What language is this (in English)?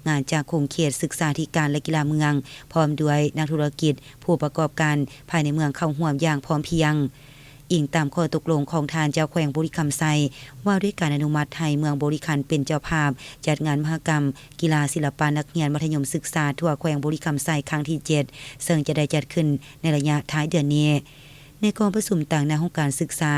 Lao